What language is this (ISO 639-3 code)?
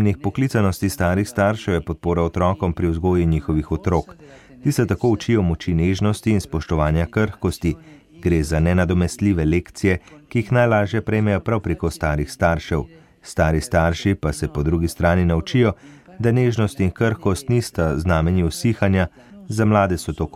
slv